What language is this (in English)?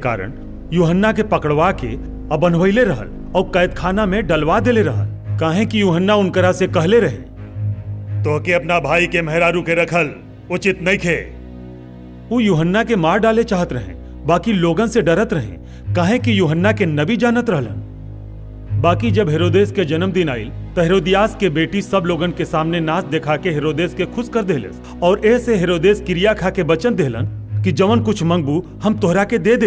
Bhojpuri